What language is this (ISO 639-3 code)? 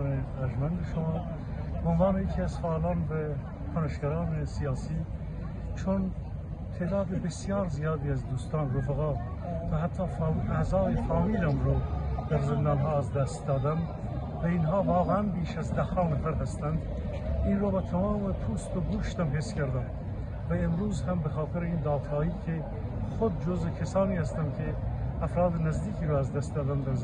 fas